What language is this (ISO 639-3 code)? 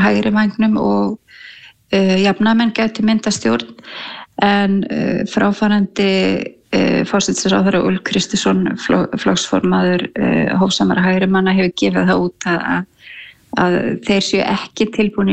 isl